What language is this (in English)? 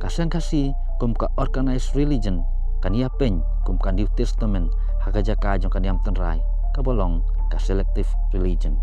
Khasi